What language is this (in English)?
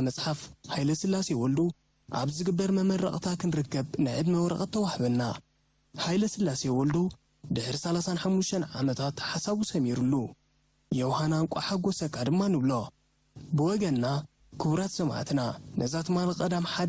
Tigrinya